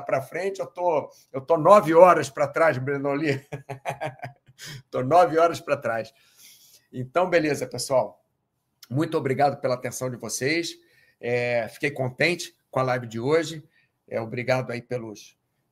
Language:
Portuguese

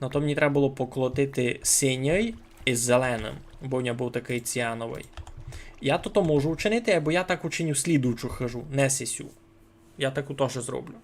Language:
Rusyn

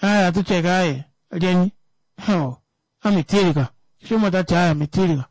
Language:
Kuanyama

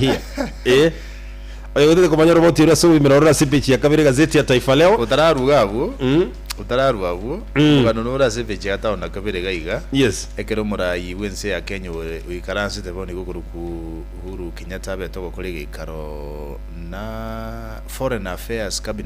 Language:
Gusii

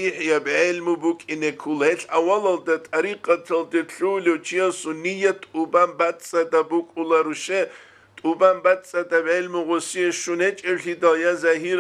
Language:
Avaric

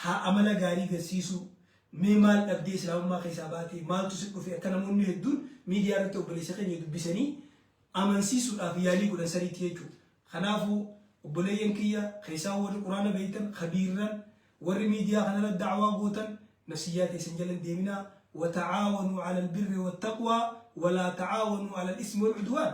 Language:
Oromo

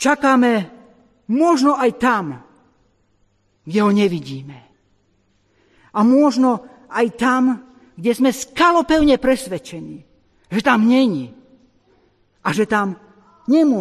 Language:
Slovak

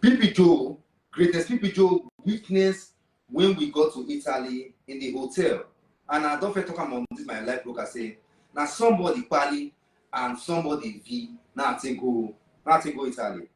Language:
Nigerian Pidgin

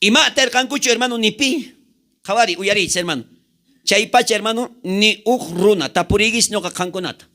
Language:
South Bolivian Quechua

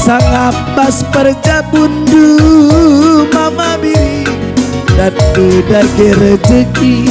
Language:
Batak Karo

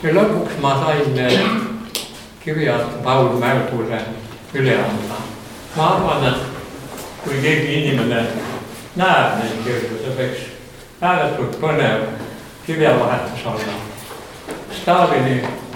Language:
Estonian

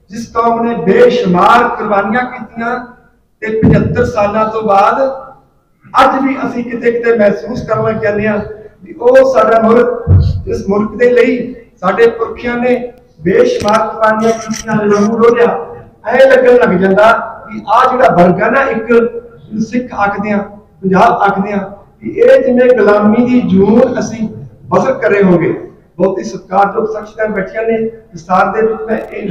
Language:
Punjabi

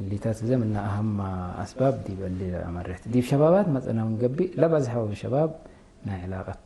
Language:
Tigre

